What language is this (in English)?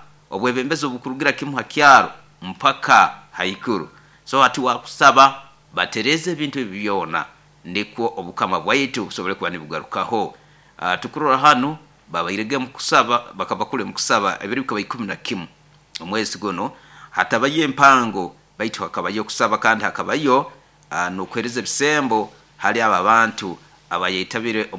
Nyoro